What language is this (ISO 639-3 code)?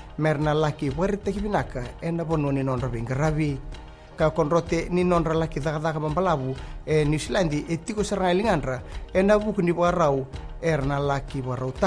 fij